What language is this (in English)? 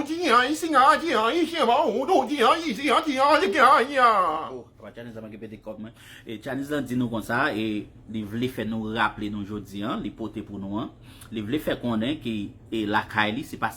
Haitian Creole